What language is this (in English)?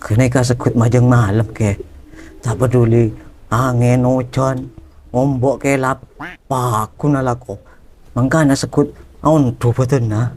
Madurese